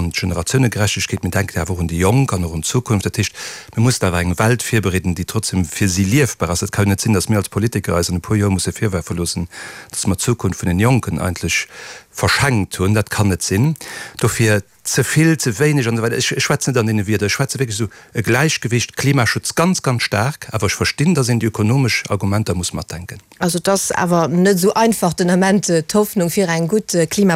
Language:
Luxembourgish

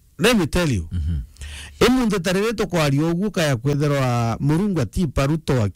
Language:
Meru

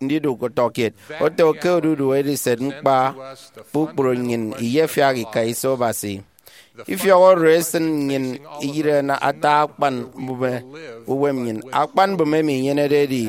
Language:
Efik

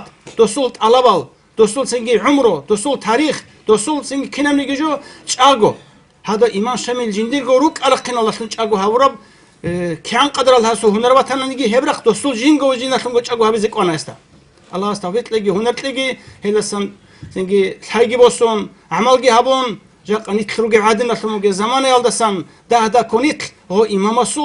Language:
Avaric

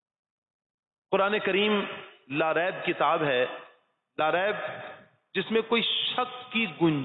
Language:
Urdu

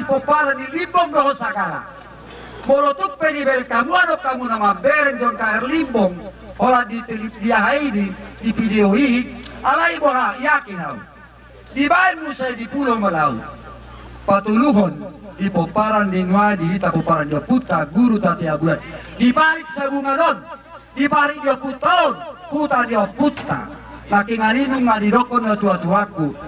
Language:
Batak Toba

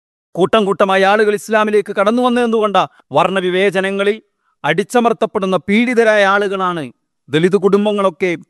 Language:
Malayalam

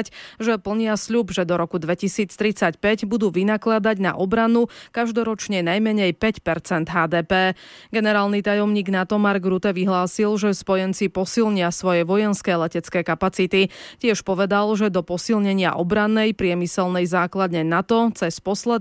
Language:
Slovak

